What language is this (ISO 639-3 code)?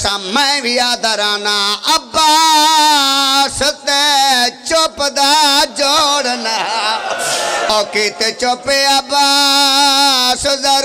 phr